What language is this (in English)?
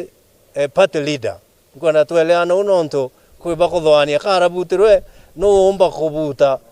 Meru